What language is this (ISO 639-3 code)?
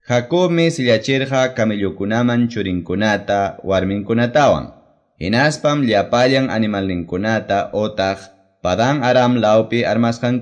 que